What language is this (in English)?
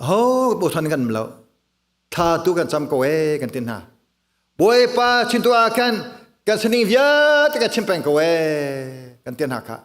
Hakha Chin